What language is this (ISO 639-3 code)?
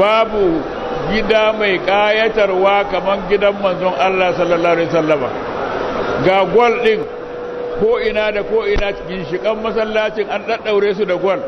hau